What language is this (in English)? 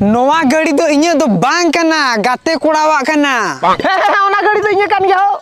Santali